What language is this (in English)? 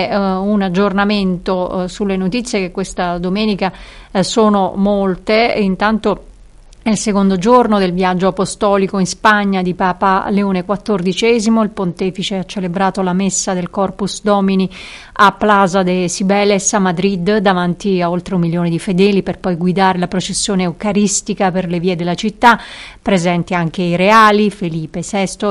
Italian